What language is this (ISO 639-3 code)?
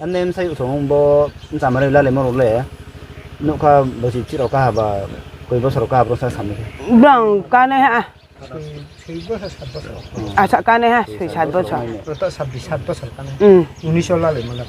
ria